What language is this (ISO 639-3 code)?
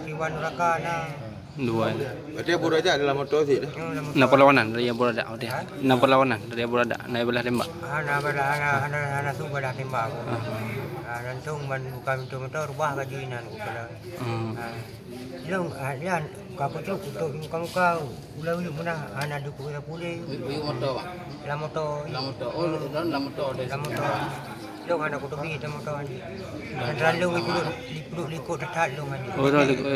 ace